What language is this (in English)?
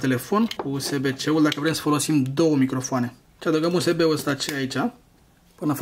Romanian